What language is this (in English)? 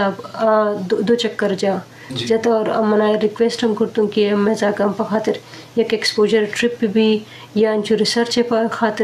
Eastern Balochi